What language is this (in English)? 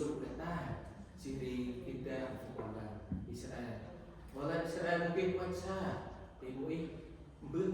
Central Mnong